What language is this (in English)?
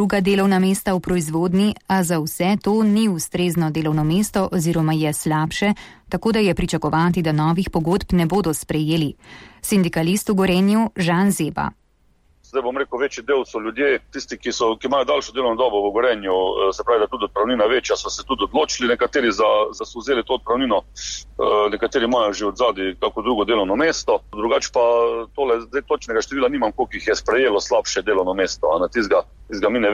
Slovenian